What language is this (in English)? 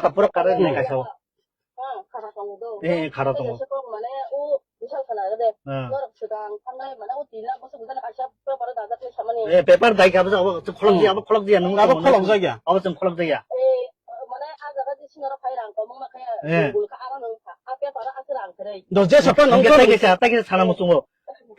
Kok Borok